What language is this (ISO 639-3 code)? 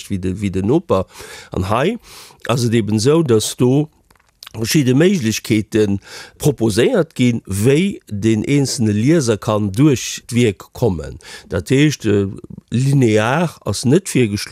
ltz